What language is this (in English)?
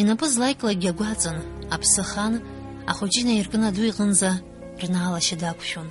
Abkhazian